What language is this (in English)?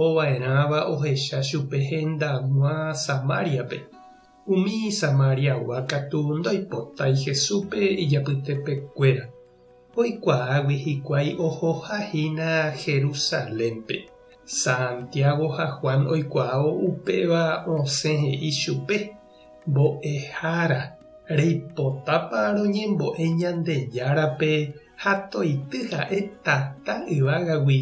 Guarani